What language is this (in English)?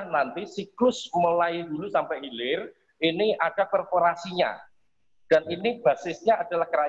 Indonesian